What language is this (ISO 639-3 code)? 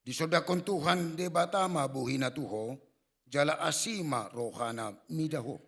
bbc